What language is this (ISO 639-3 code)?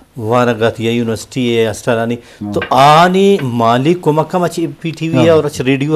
bgp